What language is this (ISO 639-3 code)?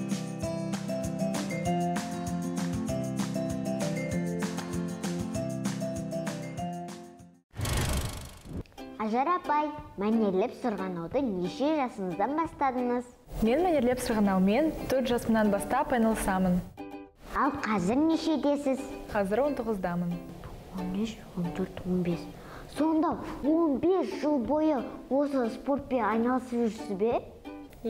kaz